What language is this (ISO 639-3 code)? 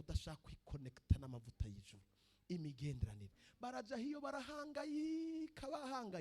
run